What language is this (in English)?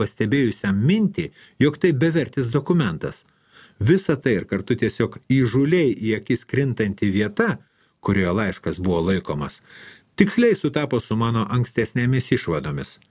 Lithuanian